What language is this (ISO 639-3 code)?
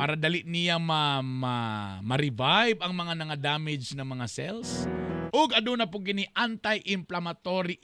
ceb